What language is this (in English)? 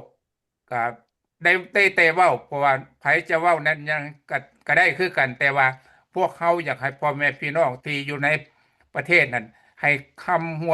Lao